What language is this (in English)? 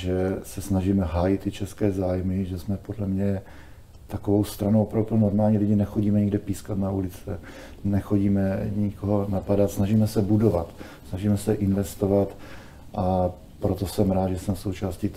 Czech